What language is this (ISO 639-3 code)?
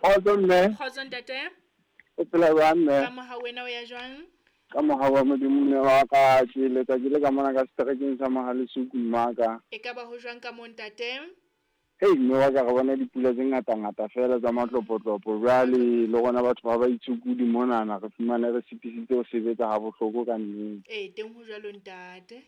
sot